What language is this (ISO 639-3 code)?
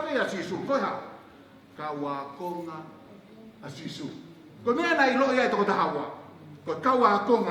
ton